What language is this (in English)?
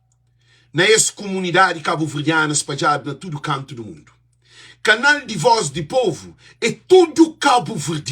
Kabuverdianu